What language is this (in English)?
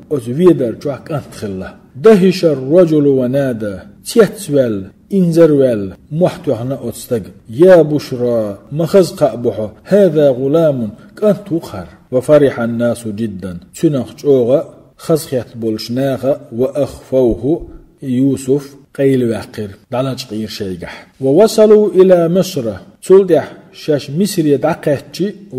Chechen